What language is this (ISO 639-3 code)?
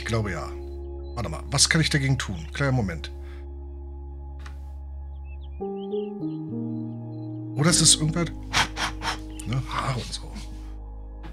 deu